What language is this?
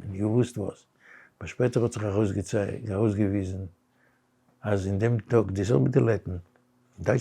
Yiddish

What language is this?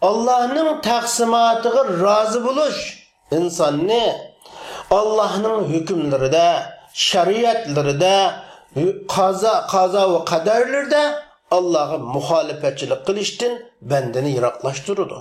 Uyghur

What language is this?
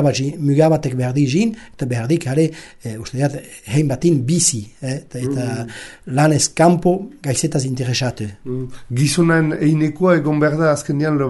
Basque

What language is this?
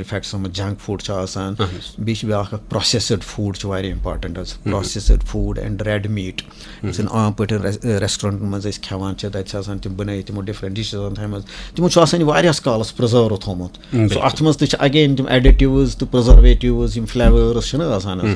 Kashmiri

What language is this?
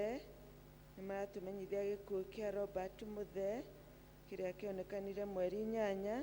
Kikuyu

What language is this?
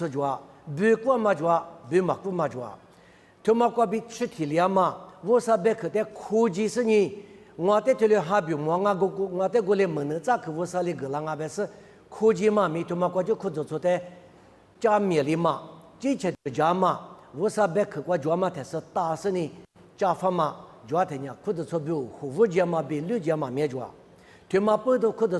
Lisu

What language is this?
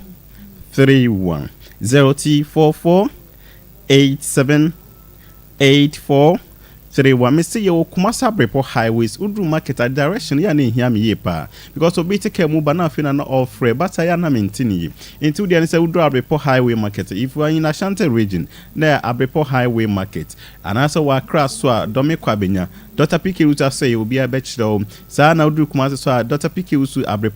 Akan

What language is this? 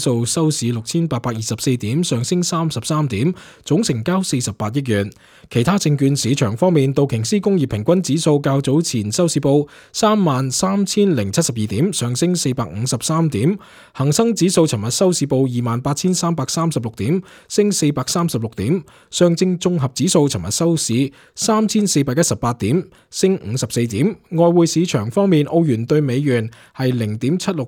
Cantonese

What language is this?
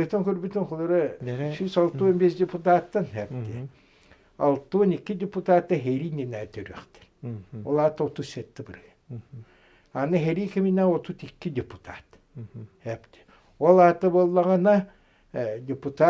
Yakut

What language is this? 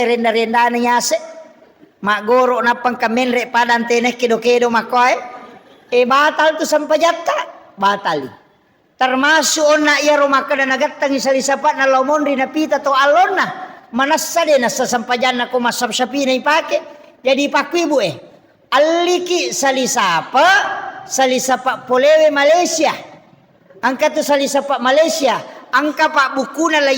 Buginese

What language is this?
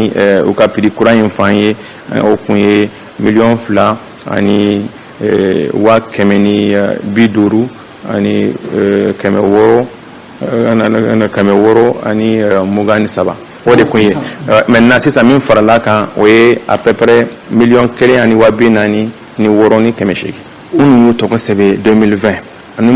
Bambara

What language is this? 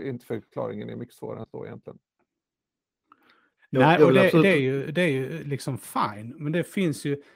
Swedish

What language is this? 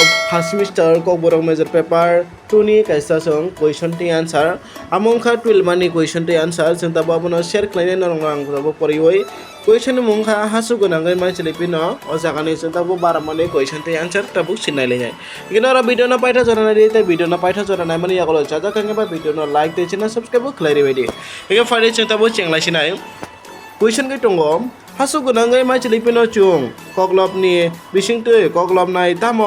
Kok Borok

